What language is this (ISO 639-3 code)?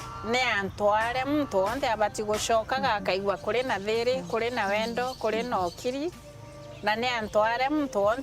mer